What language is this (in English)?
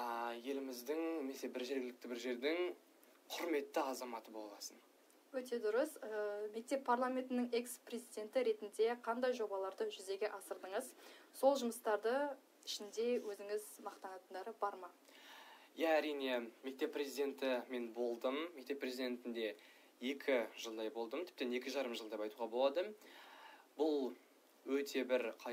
Kazakh